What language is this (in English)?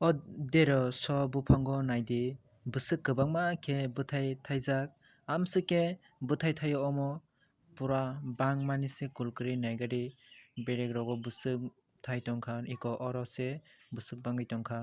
Kok Borok